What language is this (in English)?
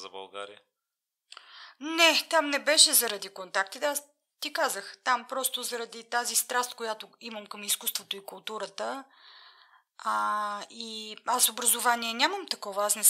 Bulgarian